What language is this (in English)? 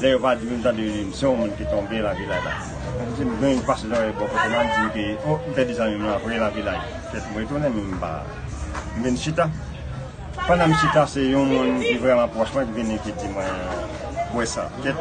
Haitian Creole